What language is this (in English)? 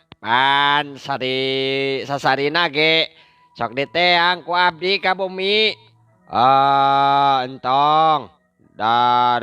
Sundanese